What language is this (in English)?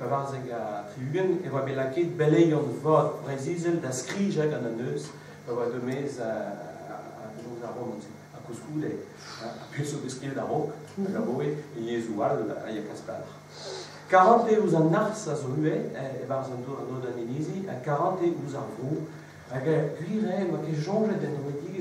Breton